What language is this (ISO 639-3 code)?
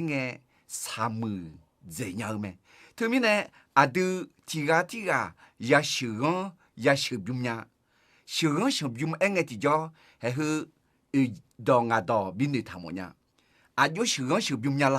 ahk